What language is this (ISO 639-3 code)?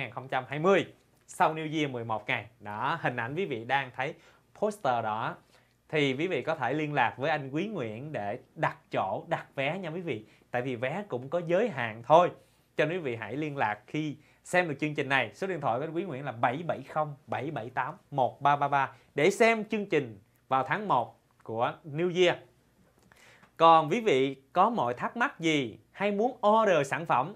vie